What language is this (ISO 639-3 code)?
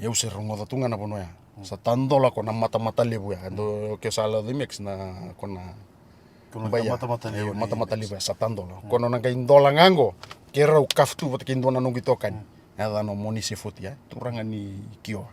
fij